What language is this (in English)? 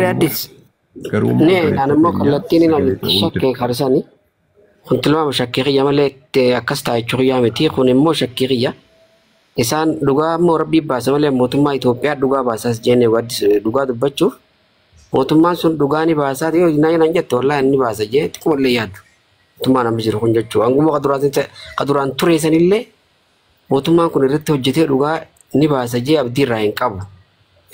Oromo